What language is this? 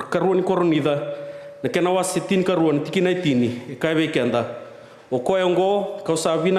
Fijian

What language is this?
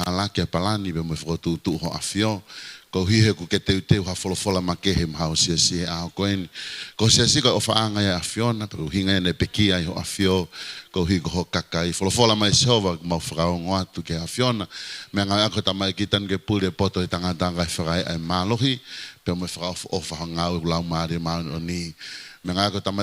Tongan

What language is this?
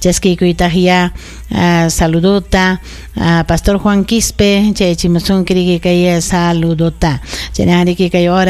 Ayacucho Quechua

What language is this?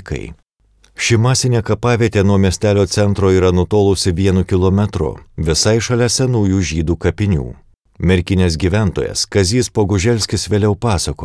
Lithuanian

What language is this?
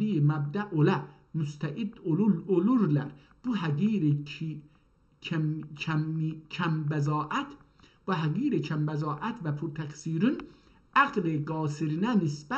South Azerbaijani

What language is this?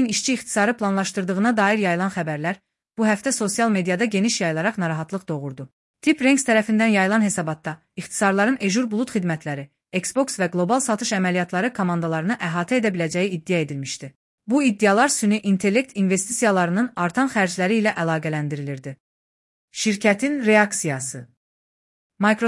Azerbaijani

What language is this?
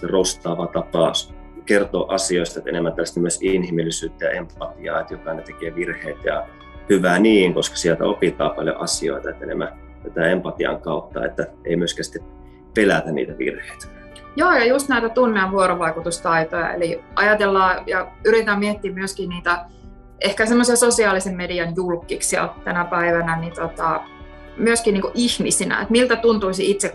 Finnish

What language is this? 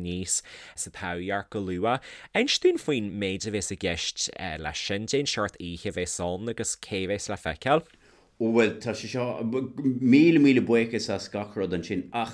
Irish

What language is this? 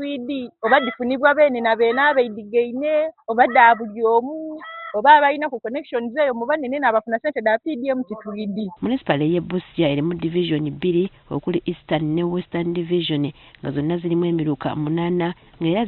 Ganda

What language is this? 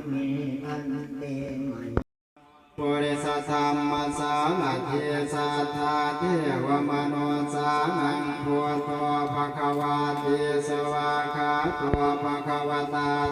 Pali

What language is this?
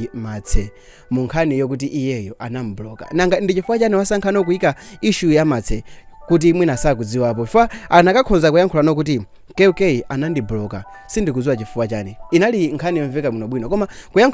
Nyanja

